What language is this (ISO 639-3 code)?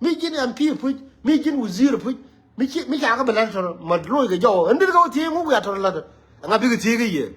nus